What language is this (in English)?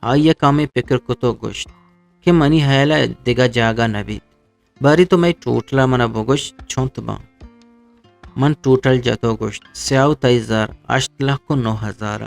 Eastern Balochi